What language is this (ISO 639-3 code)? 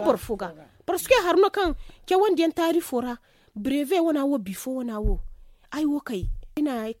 dje